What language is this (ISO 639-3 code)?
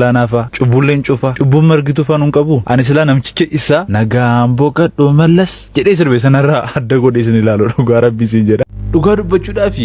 orm